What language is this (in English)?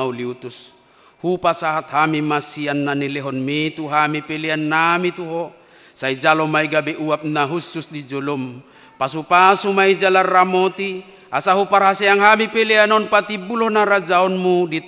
Batak Toba